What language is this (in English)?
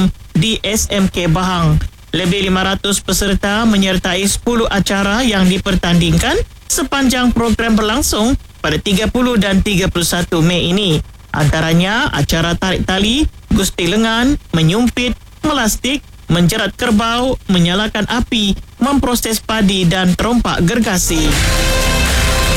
Malay